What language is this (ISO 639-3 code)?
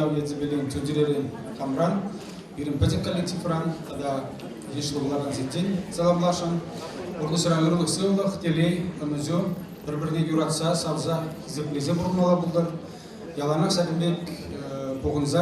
chv